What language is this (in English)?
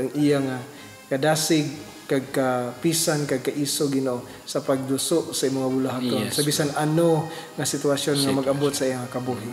Hiligaynon